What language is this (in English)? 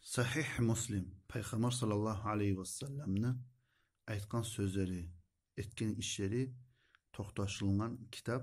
Kumyk